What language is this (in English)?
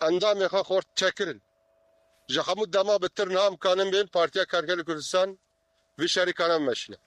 Kurdish